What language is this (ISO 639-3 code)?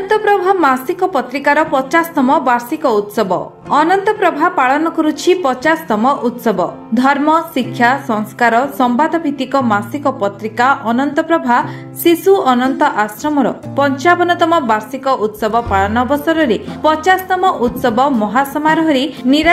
ori